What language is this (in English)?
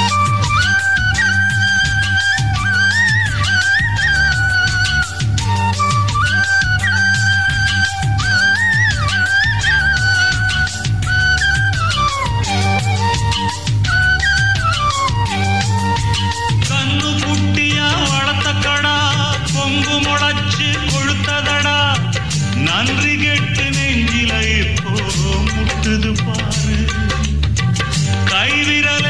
Tamil